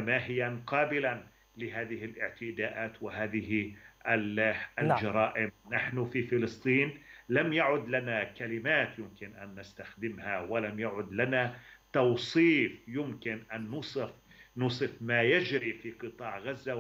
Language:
Arabic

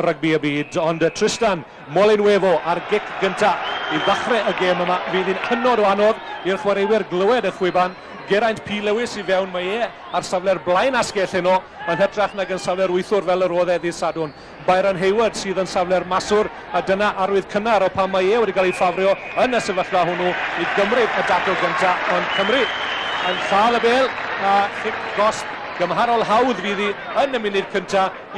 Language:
Welsh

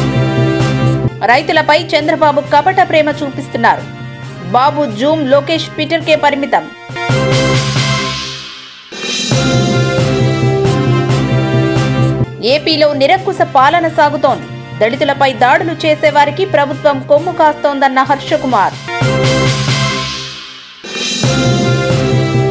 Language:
Telugu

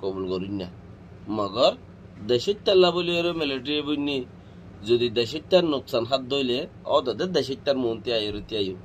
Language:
Rohingya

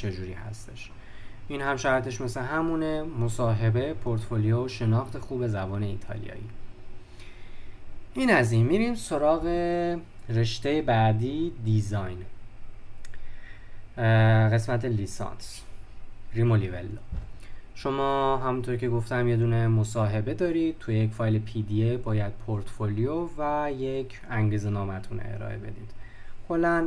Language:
Persian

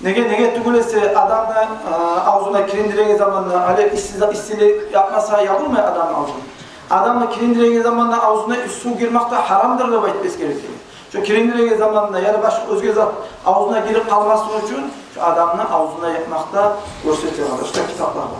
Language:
Kumyk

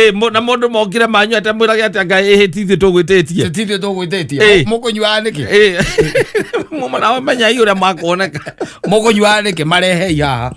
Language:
Kikuyu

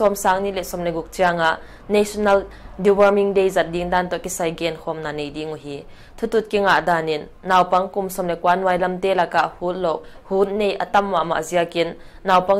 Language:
Paite Chin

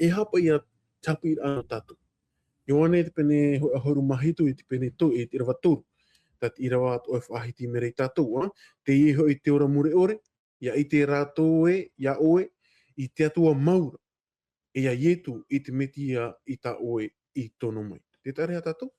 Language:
Tahitian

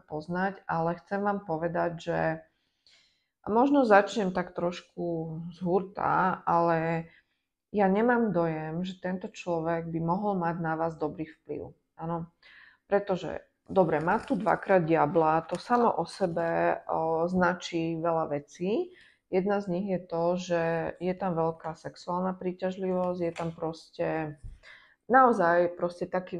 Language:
Slovak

